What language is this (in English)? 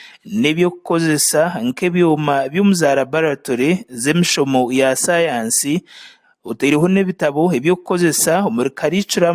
Nyankole